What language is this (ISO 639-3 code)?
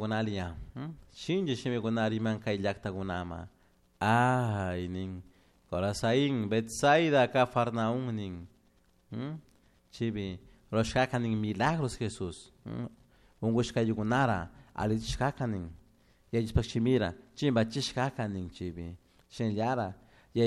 qug